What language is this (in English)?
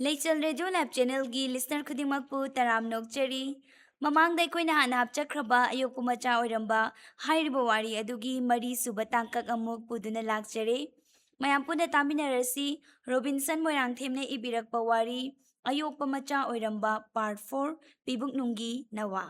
Manipuri